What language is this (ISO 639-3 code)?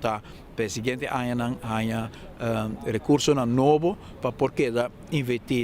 pap